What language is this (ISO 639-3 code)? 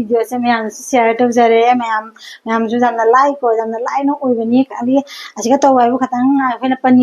mni